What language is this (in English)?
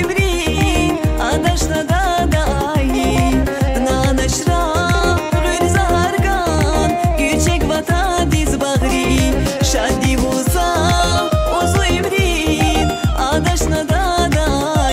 Tabassaran